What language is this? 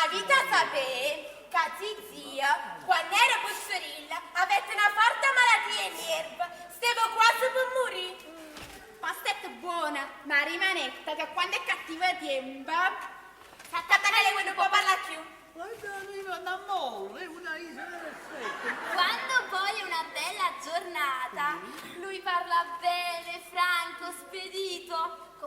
Neapolitan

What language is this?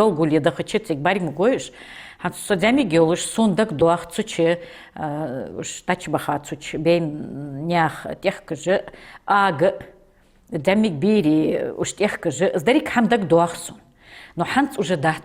Ingush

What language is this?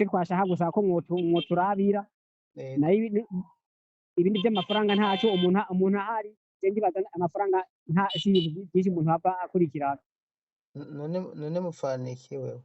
Rundi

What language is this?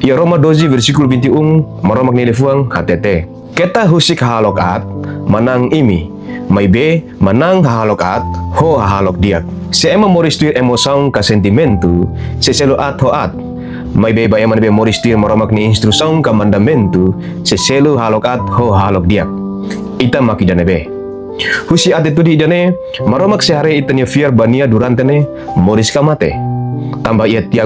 Tetum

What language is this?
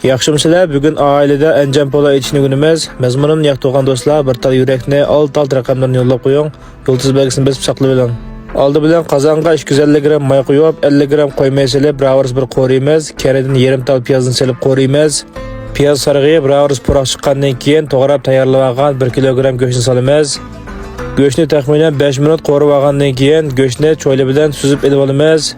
Uyghur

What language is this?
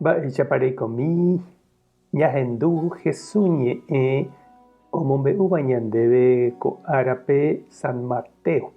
Guarani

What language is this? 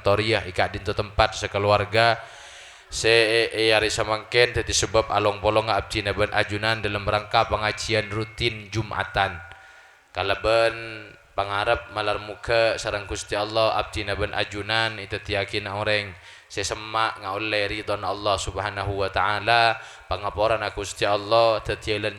Madurese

